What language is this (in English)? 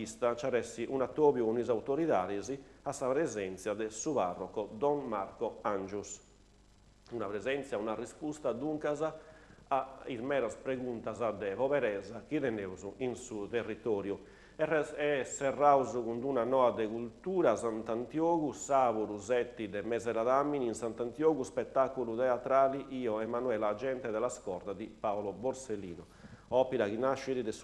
Sardinian